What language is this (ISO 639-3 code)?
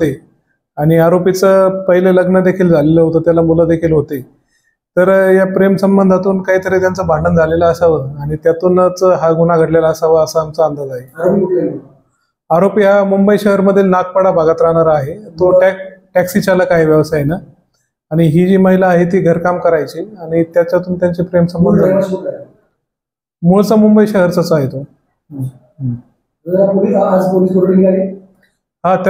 mar